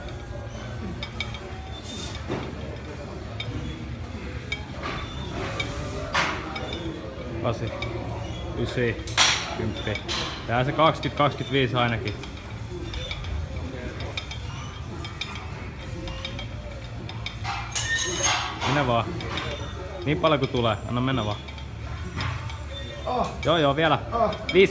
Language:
Finnish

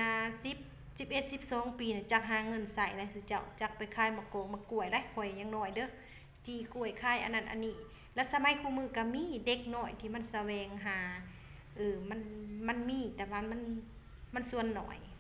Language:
Lao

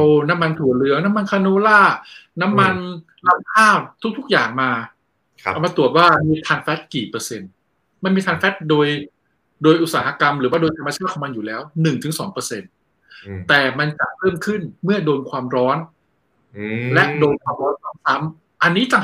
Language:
Thai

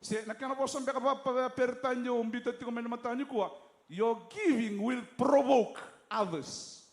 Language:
Fijian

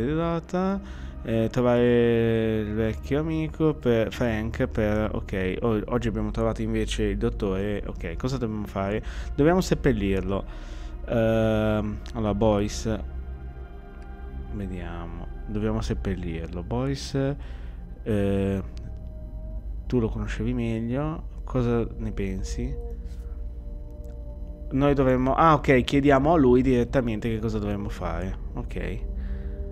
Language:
Italian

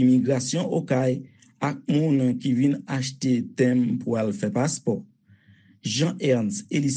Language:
Haitian Creole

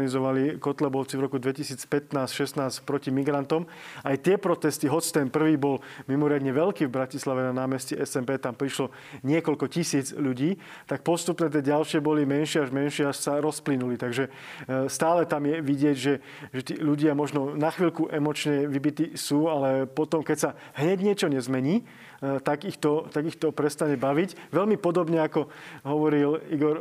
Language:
Slovak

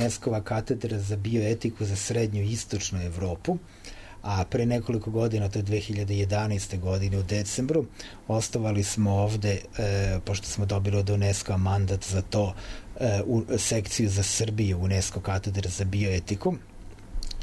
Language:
Serbian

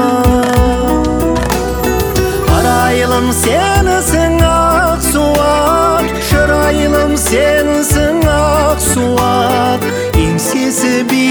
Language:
Kazakh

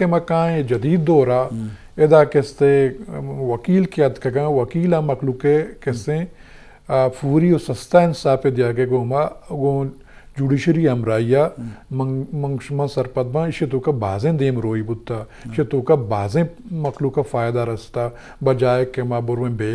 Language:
Eastern Balochi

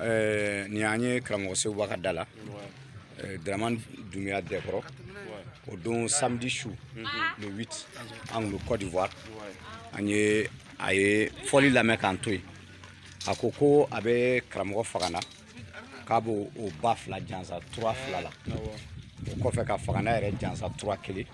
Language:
Bambara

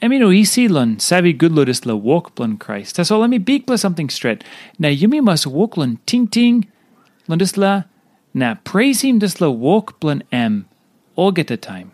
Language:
Tok Pisin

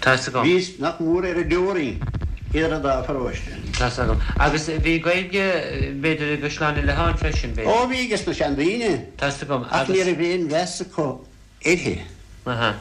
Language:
Irish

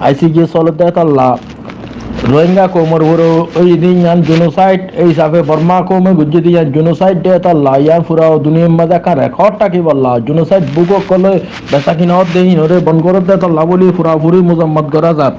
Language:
Rohingya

